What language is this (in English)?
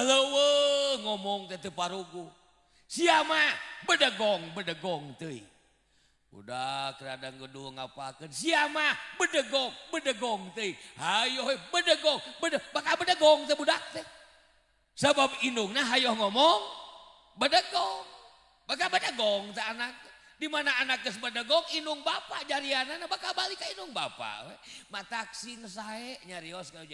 Sundanese